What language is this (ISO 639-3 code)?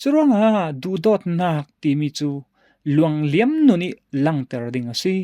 cfm